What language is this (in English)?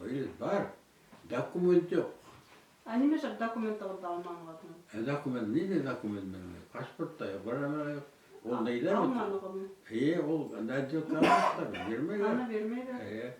Bashkir